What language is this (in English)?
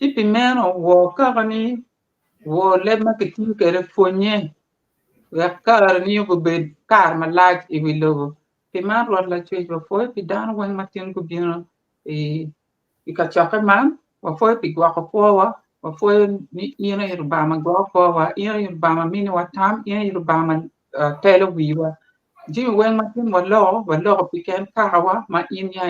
Acoli